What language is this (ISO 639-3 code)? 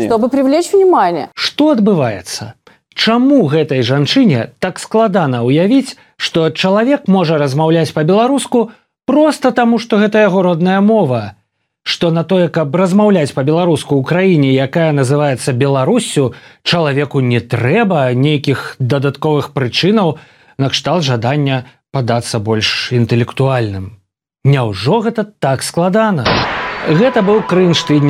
bel